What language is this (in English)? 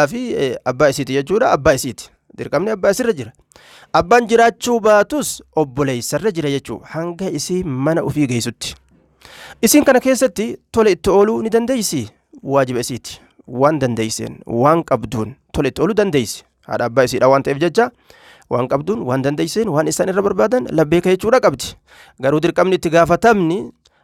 Oromo